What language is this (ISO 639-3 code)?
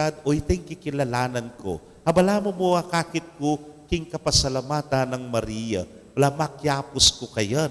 pam